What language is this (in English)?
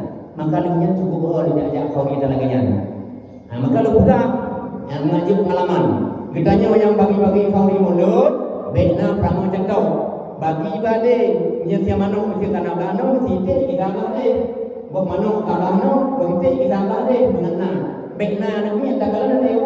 Achinese